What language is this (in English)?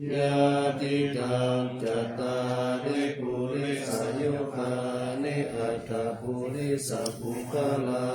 Pali